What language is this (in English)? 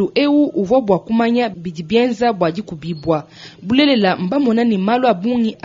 Luba-Lulua